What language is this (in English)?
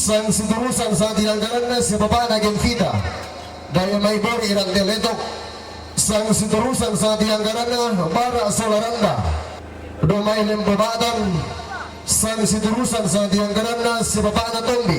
Toraja-Sa'dan